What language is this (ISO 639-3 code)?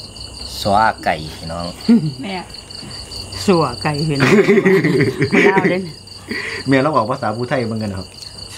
tha